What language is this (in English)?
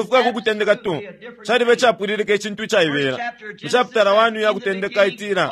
Bemba